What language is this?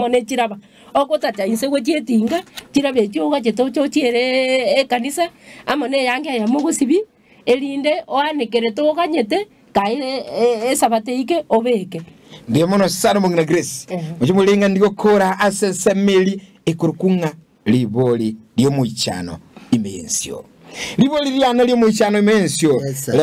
Gusii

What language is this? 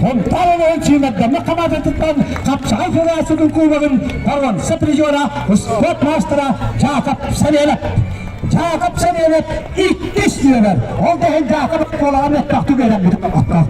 Yakut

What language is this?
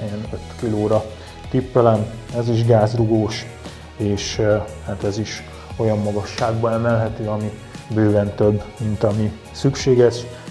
Hungarian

